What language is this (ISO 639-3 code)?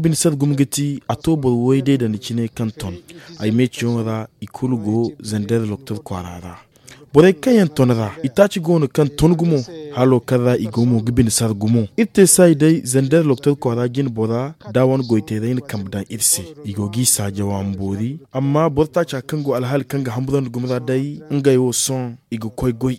dje